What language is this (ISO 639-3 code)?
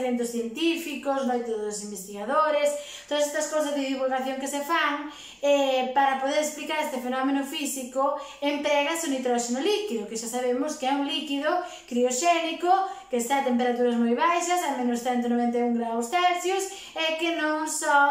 glg